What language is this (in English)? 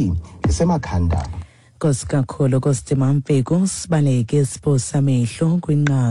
Xhosa